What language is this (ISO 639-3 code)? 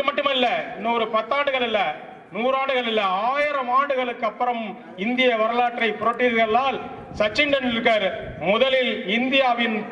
tam